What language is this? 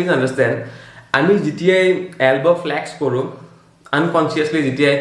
Assamese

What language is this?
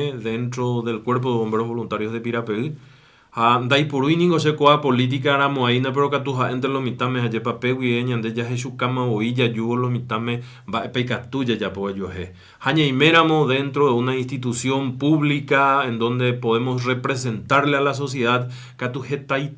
Guarani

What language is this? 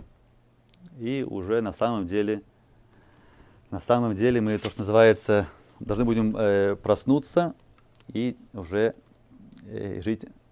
Russian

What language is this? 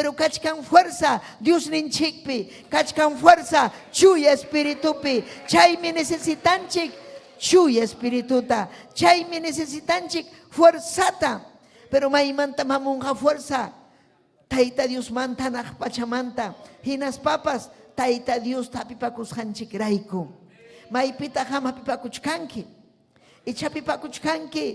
Ayacucho Quechua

